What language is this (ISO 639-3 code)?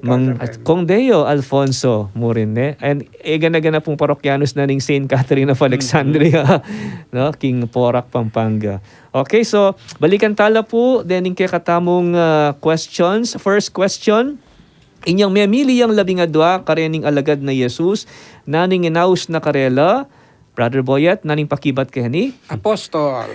pam